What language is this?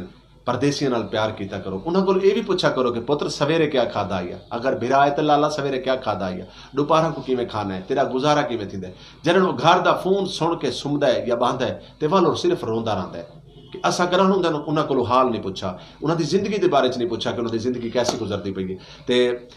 Saraiki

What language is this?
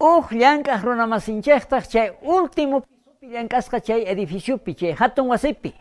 South Bolivian Quechua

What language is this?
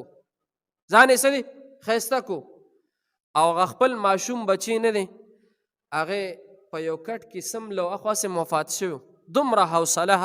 Pashto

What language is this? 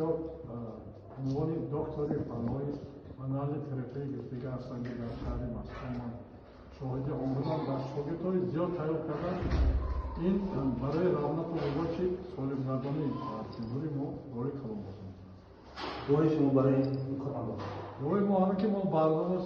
Tajik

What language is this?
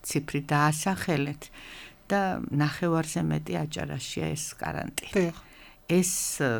Georgian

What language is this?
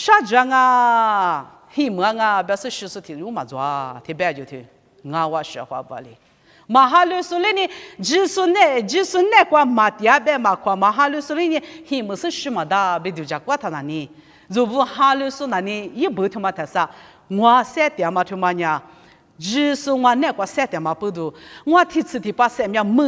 Lisu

